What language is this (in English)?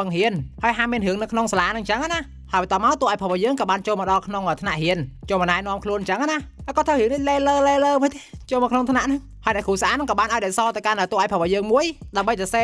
Khmer